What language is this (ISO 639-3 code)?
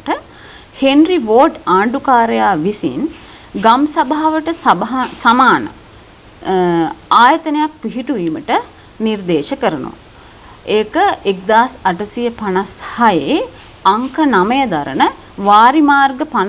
sin